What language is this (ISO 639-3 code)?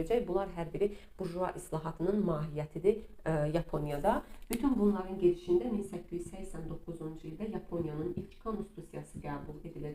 aze